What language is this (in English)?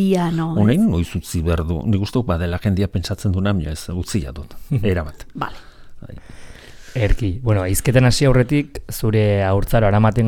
Basque